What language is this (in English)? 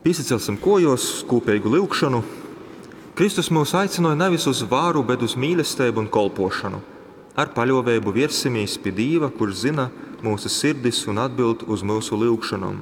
Latgalian